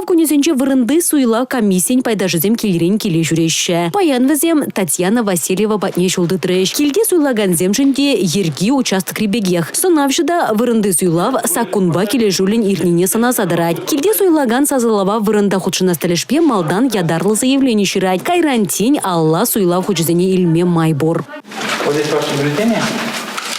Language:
Chuvash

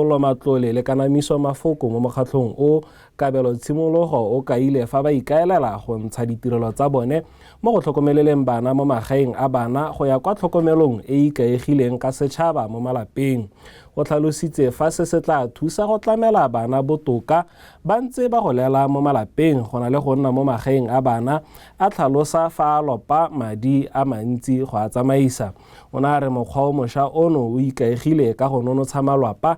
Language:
Tswana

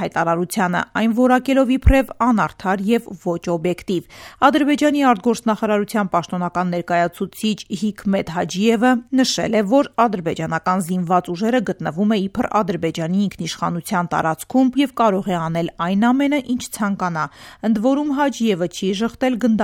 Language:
Armenian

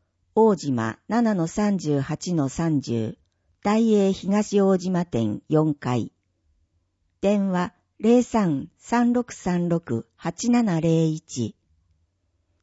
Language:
Japanese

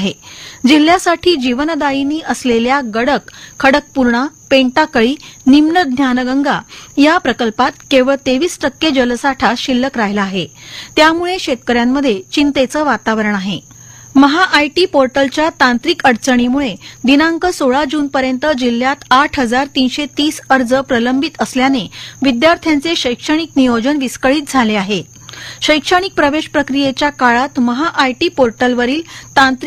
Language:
Marathi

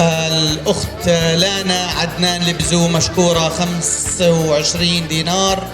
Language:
North Levantine Arabic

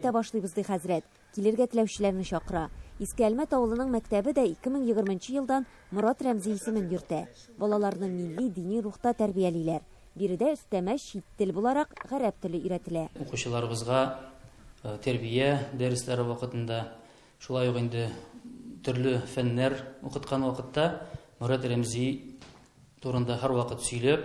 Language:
Tatar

